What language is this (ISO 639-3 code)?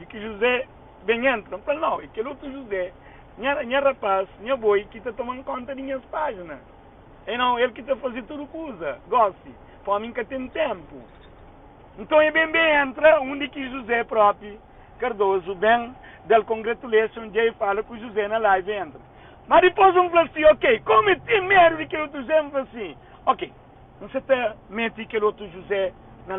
kea